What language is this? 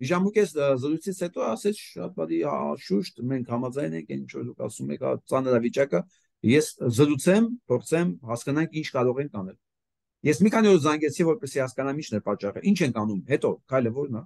Armenian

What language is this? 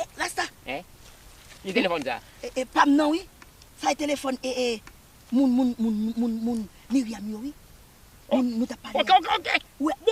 Haitian Creole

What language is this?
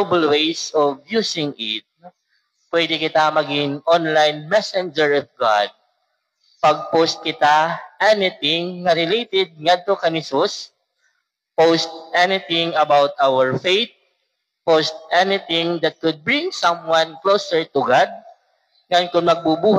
Waray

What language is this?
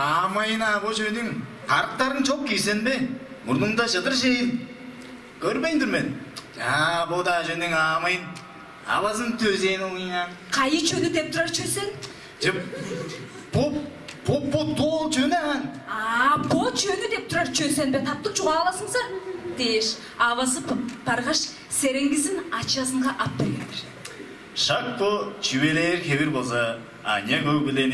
Tuvinian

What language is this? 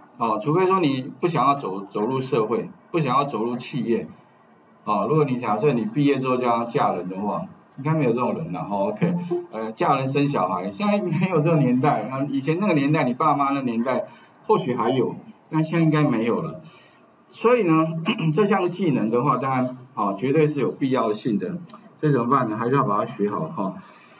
Chinese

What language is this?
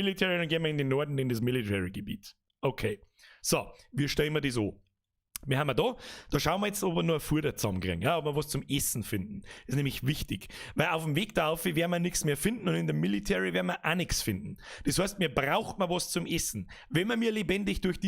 Bavarian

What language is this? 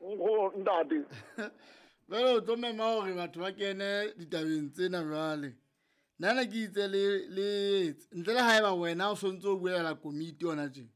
Southern Sotho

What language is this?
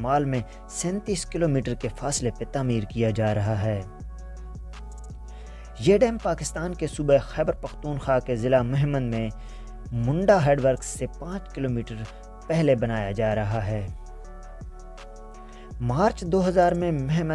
Urdu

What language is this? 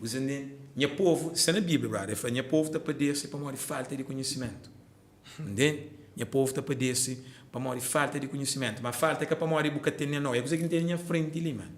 Kabuverdianu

